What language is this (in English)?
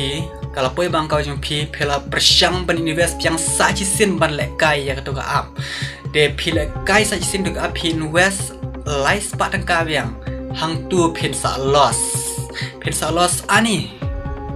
Khasi